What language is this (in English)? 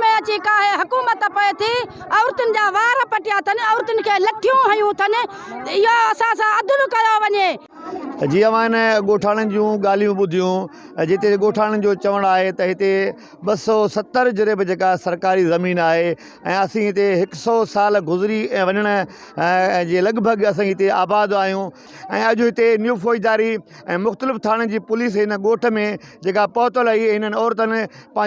Sindhi